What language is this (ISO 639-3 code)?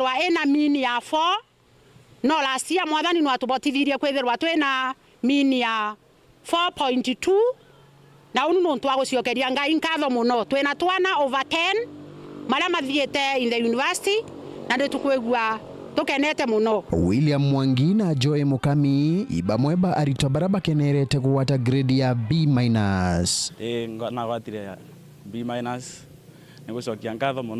mer